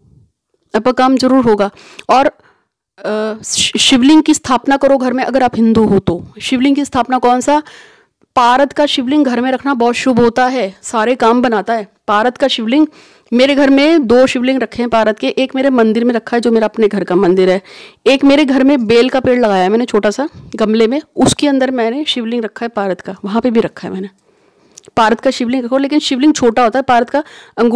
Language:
Hindi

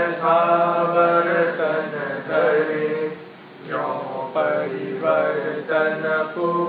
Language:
Gujarati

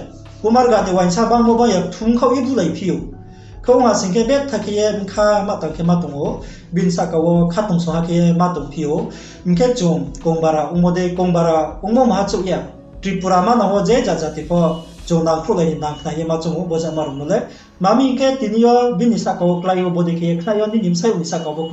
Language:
Riang (India)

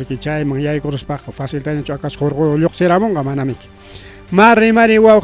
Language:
Ayacucho Quechua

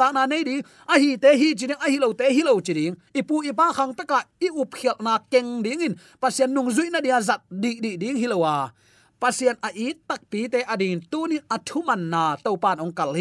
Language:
Tedim Chin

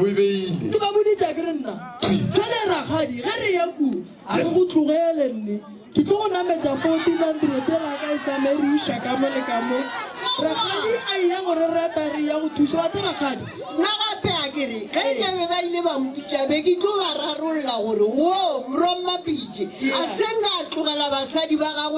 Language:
Northern Sotho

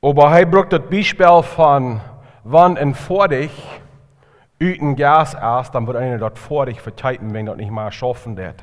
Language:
Plautdietsch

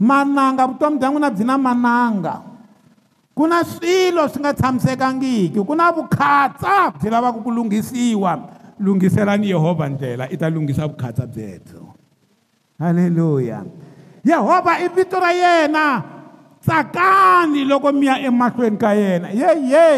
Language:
Tsonga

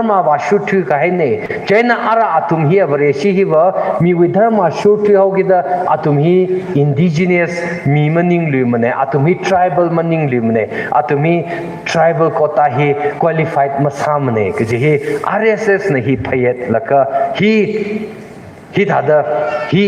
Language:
Tangkhul Naga (India)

